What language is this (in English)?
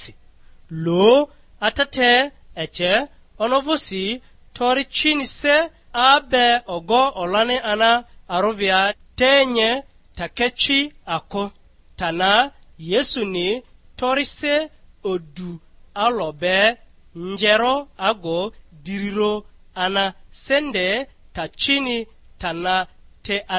Lugbara